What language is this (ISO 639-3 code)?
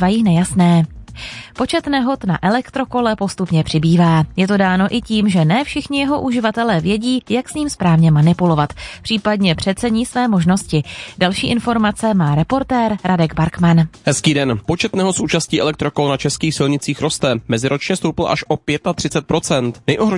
ces